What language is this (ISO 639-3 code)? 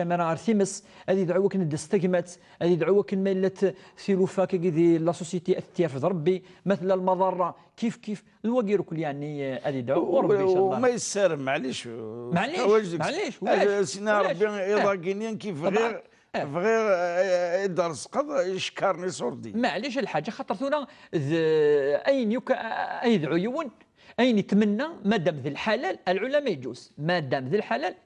kab